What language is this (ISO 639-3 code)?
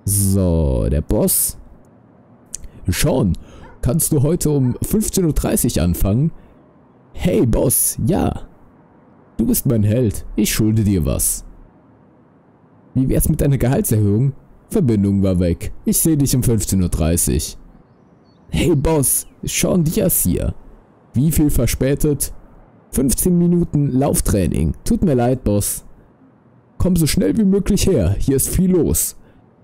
deu